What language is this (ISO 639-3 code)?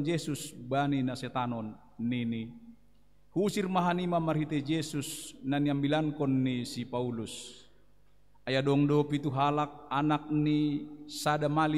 bts